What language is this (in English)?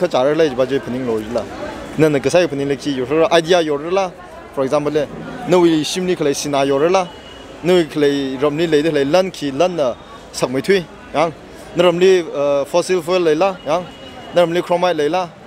Tangkhul Naga (India)